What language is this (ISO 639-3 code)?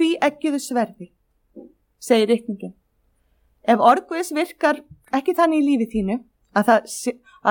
isl